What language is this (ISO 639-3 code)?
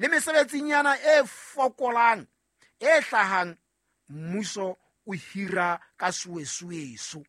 sot